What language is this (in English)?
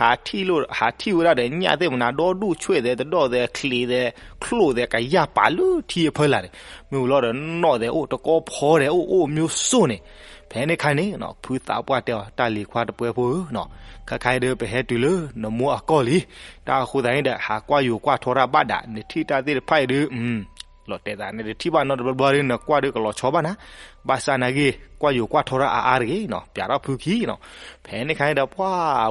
S'gaw Karen